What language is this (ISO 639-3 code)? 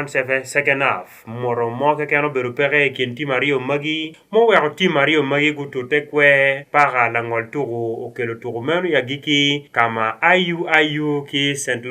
ach